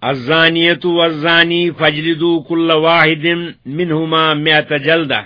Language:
Kashmiri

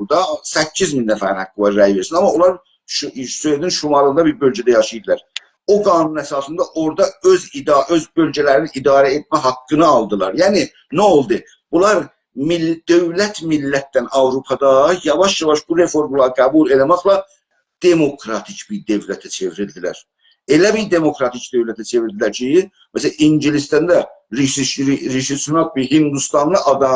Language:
South Azerbaijani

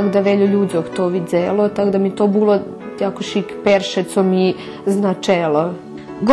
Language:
Rusyn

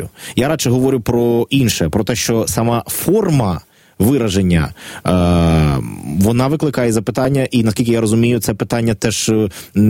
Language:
Ukrainian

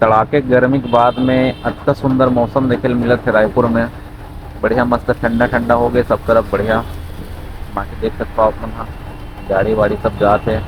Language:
Chhattisgarhi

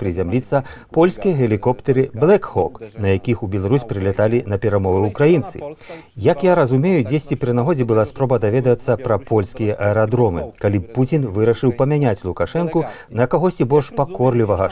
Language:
Belarusian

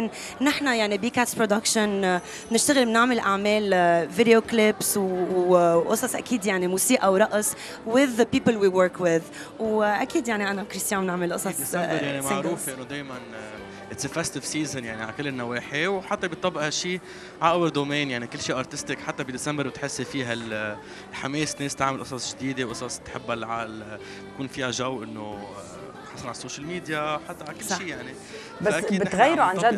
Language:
North Levantine Arabic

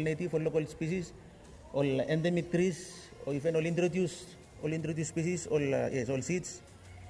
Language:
Bislama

